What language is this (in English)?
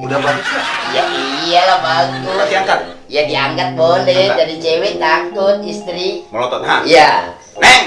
Betawi